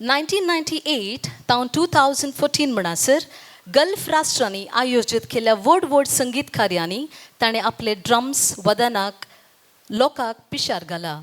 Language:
Konkani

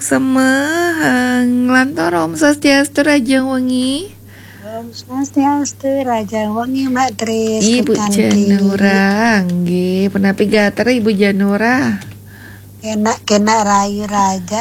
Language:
Balinese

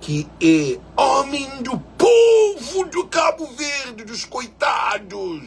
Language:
Kabuverdianu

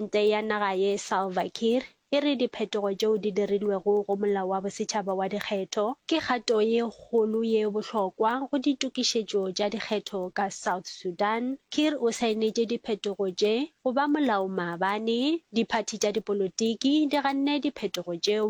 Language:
Northern Sotho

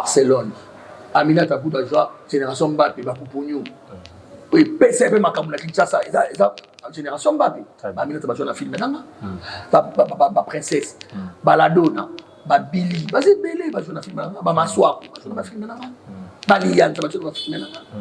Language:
Lingala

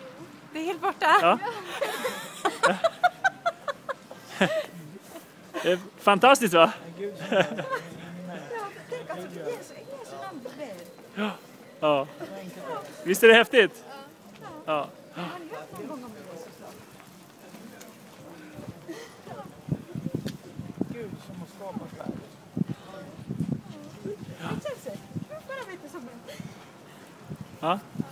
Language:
Swedish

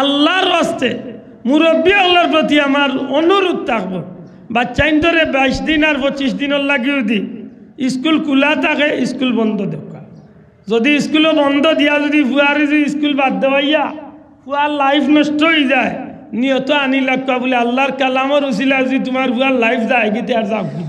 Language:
Sylheti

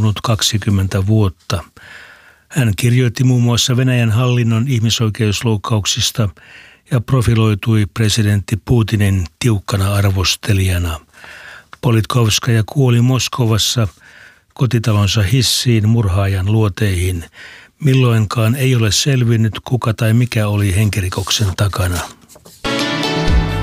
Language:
Finnish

